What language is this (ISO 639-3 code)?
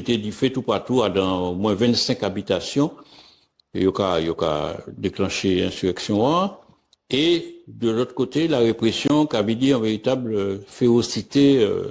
gcf